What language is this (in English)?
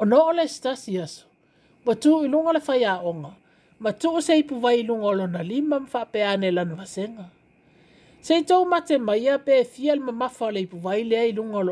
Samoan